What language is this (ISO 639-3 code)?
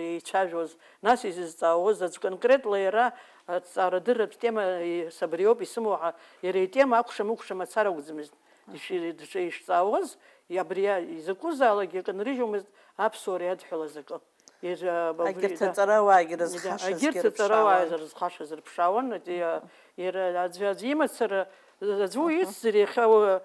abk